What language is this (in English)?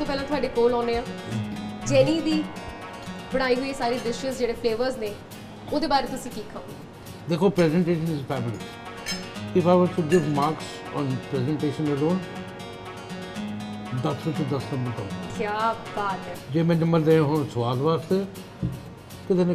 Punjabi